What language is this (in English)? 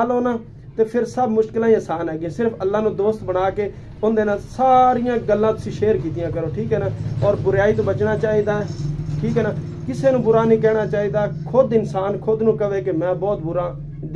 Punjabi